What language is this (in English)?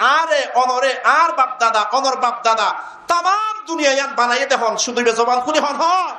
Rohingya